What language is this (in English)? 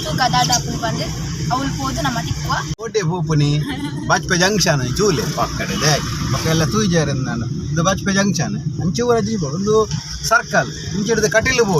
Tulu